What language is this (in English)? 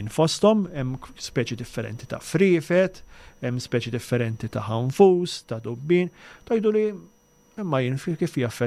Maltese